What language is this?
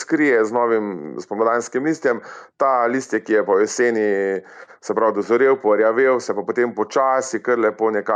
Slovenian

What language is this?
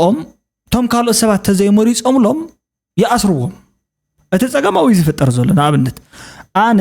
Tigrinya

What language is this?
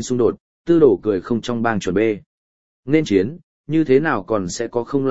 Vietnamese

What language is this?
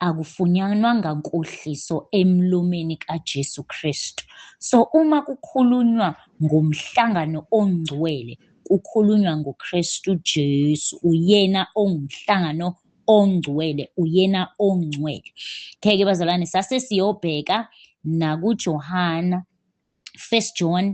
Zulu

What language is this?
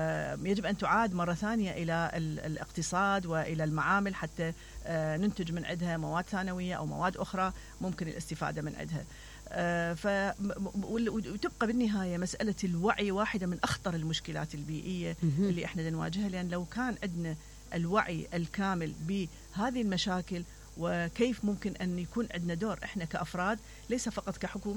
Mesopotamian Arabic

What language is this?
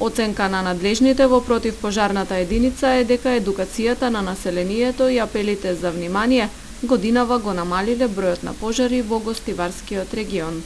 Macedonian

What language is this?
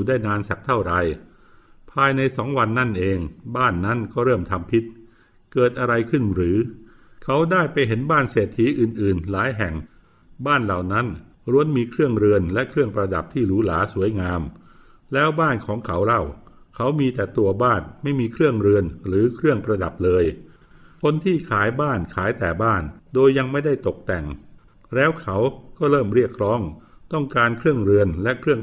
Thai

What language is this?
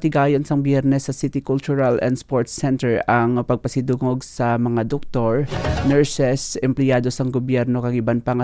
Hiligaynon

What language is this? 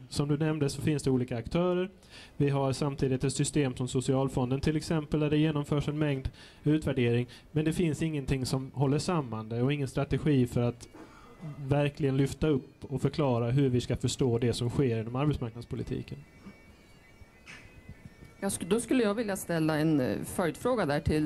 Swedish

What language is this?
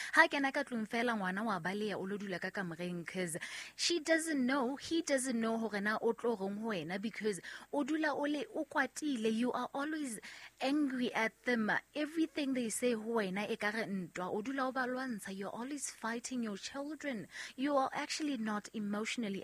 Southern Sotho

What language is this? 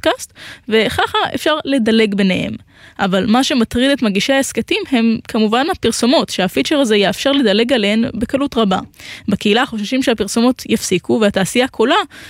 Hebrew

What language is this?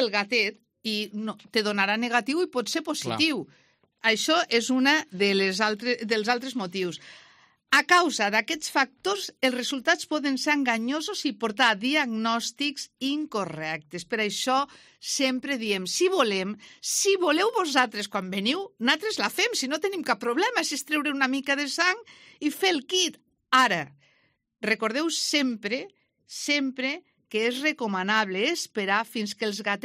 Catalan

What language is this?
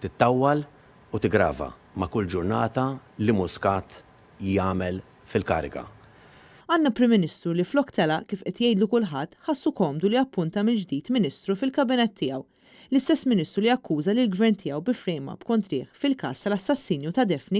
Maltese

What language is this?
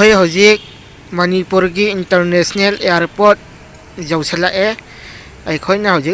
Manipuri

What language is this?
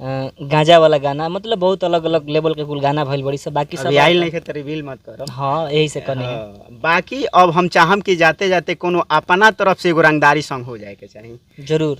Bhojpuri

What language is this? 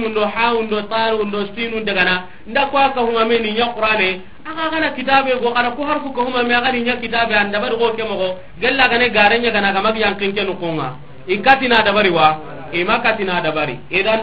Soninke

